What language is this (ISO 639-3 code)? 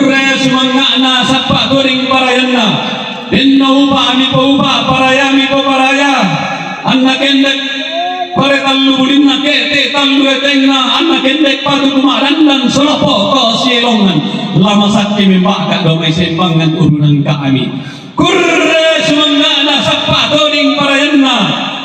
sda